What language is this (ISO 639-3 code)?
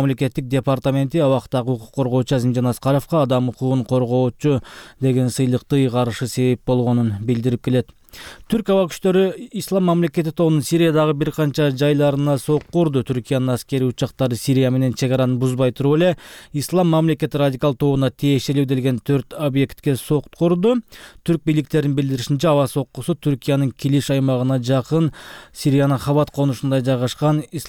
kir